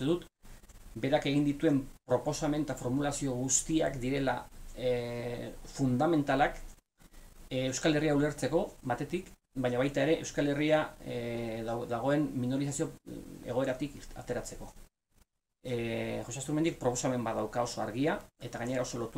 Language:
Basque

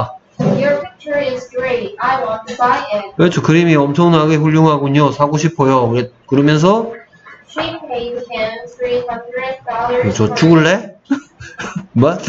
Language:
Korean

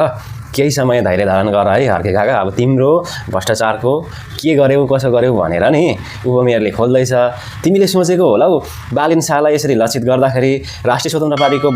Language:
Nepali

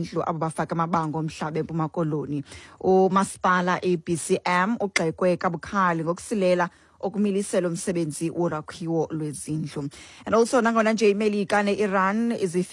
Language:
Xhosa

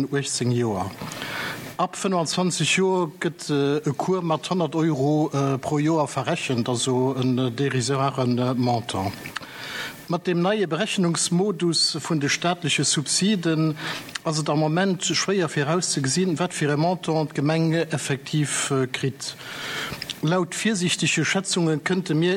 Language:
Luxembourgish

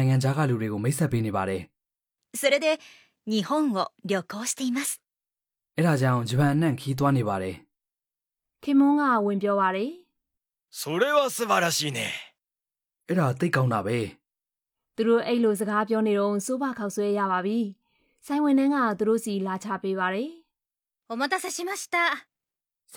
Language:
Burmese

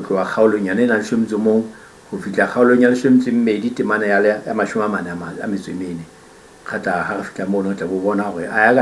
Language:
Southern Sotho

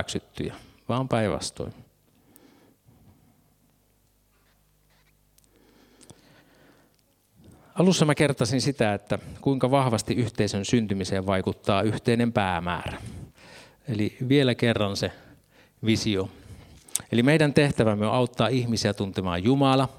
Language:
Finnish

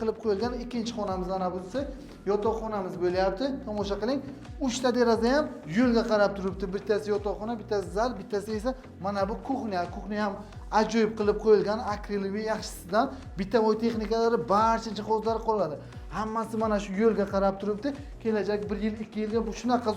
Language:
Uzbek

